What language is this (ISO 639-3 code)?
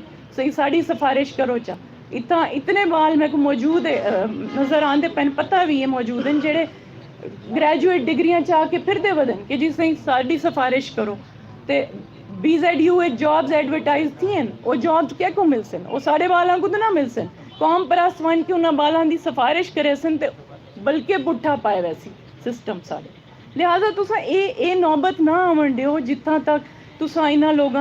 skr